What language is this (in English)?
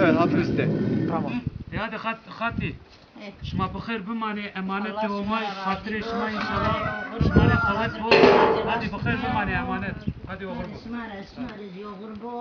Zaza